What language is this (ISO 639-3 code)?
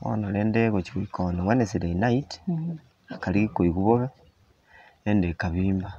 guz